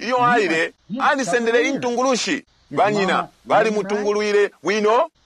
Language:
Bemba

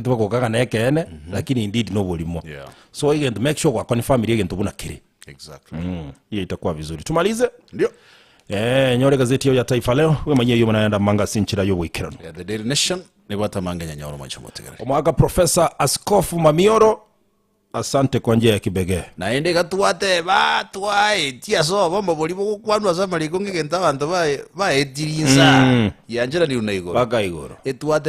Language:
Gusii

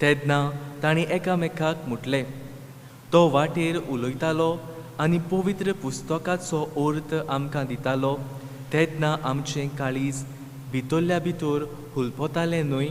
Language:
Konkani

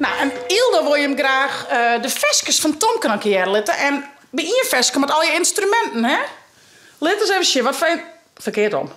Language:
Western Frisian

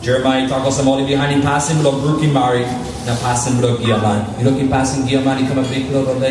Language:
Tok Pisin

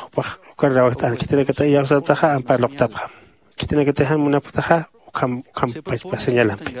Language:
Aymara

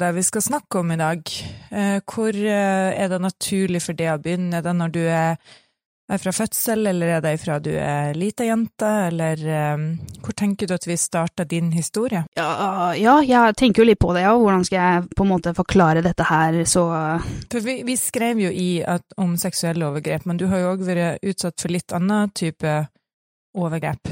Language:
Norwegian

